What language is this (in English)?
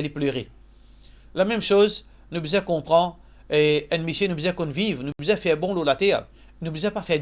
Morisyen